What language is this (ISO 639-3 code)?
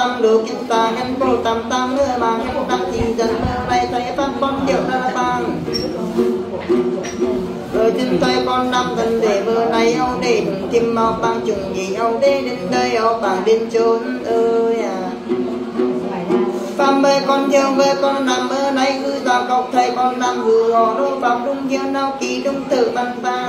vie